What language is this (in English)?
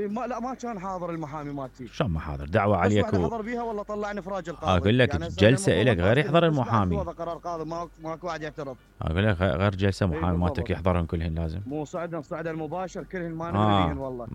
Mesopotamian Arabic